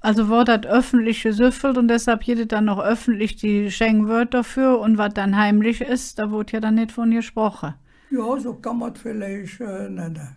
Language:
Colognian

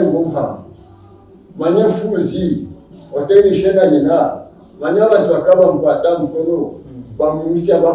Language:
Nyankole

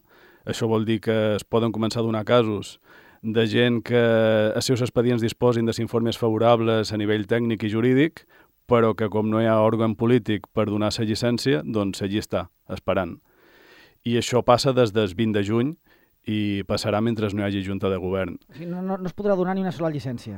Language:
Catalan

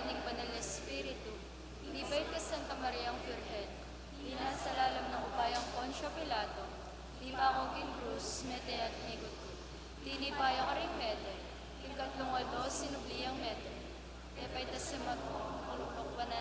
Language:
Pampanga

